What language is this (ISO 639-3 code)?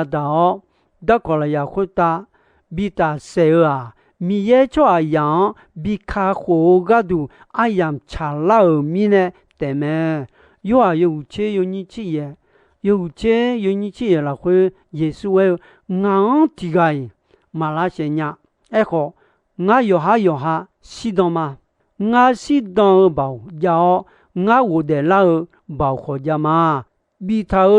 ahk